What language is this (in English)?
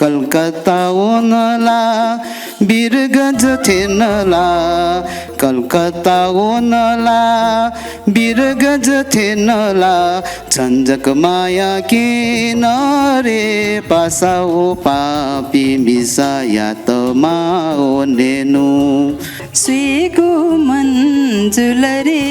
Newari